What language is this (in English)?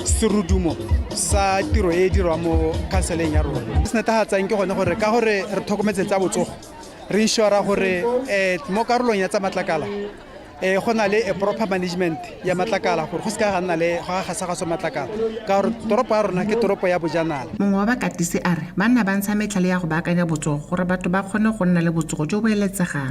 Tswana